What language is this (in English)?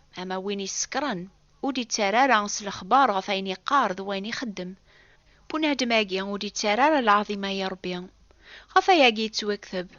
Kabyle